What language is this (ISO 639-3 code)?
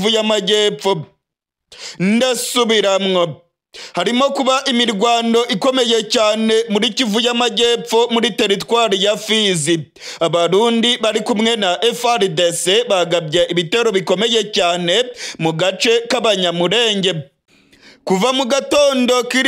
run